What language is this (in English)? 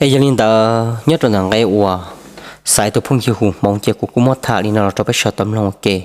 Hmong